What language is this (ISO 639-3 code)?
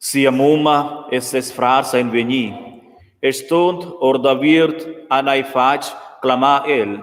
roh